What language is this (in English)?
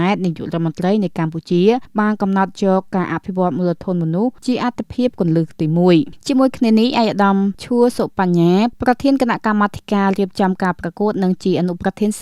Khmer